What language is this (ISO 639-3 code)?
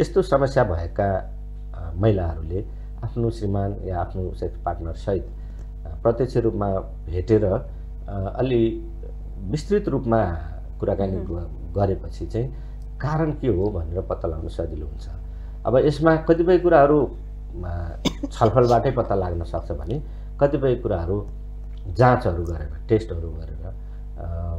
nep